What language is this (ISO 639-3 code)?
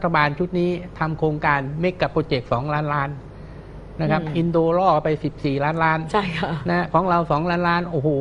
tha